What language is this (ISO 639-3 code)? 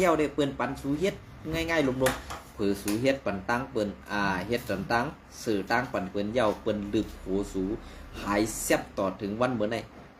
shn